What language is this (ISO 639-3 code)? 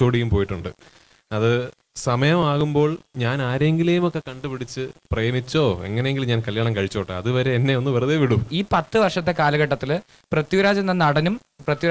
mal